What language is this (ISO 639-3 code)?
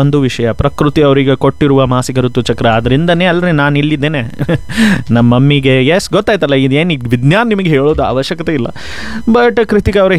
kan